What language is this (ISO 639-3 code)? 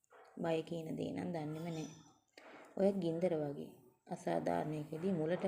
sin